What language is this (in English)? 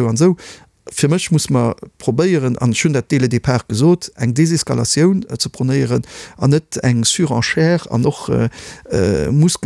Luxembourgish